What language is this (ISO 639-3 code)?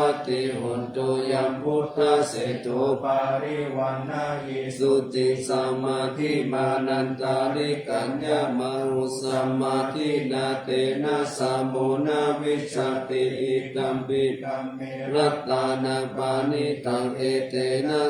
pli